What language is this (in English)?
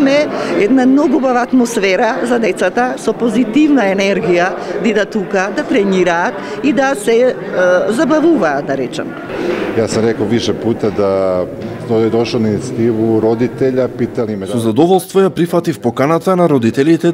Macedonian